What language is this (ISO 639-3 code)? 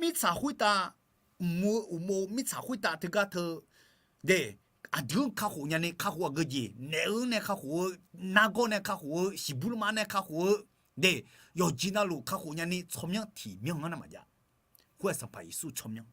ahk